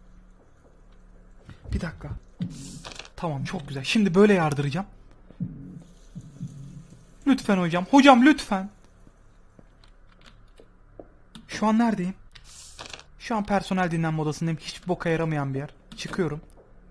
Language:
Turkish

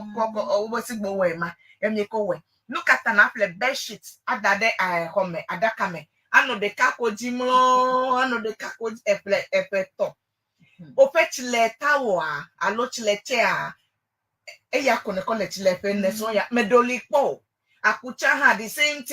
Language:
Ewe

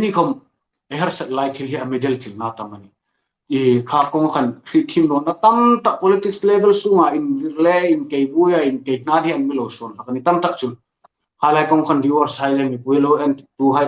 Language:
Hmar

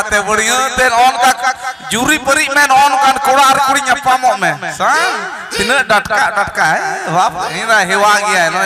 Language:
Santali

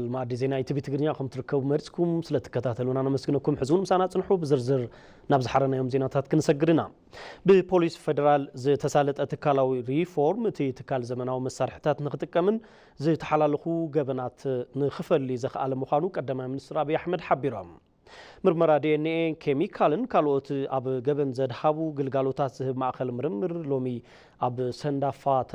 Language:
Tigrinya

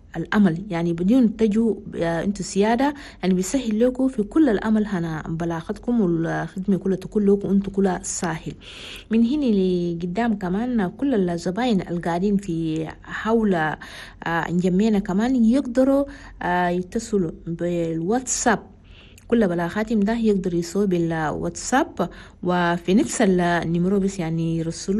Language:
Chadian Arabic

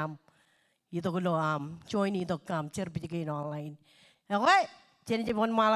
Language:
Marshallese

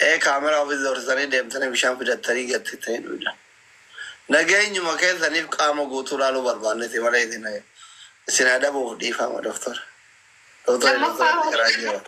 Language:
Oromo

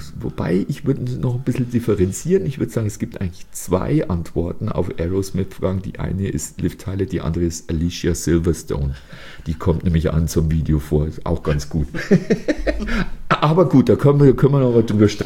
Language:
German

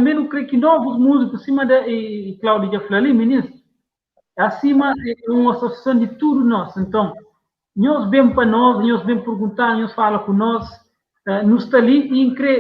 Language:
Kabuverdianu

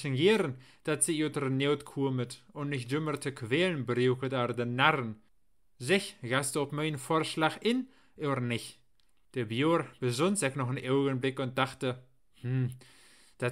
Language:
Low German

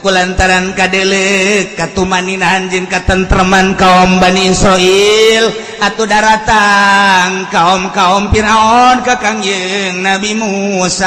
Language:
Sundanese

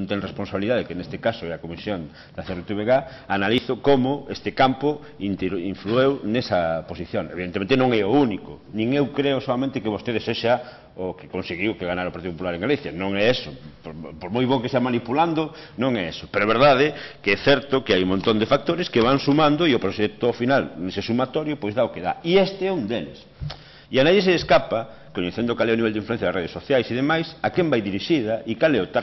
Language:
Galician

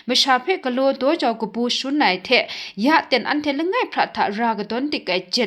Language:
Kachin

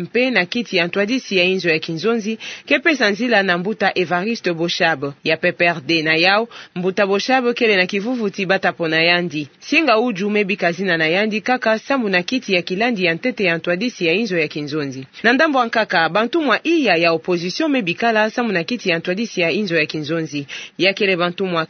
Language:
Kituba (Democratic Republic of Congo)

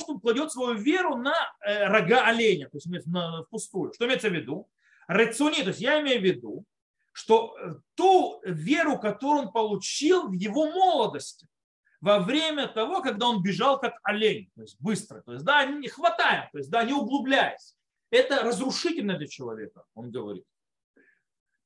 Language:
Russian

